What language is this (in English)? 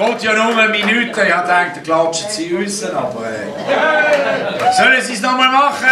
Swiss German